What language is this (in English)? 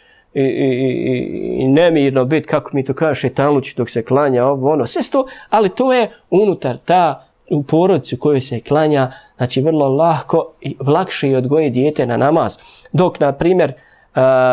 Bosnian